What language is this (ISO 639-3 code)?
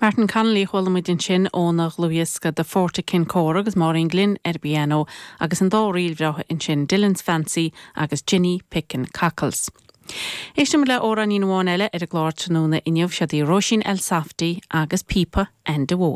gle